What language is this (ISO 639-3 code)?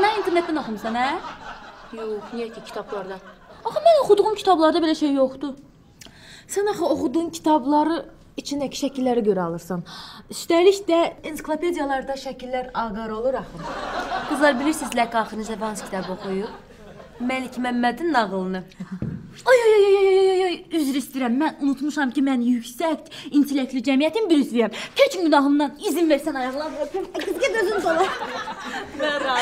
aze